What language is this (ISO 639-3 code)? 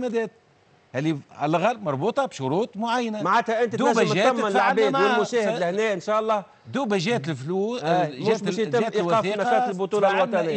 aeb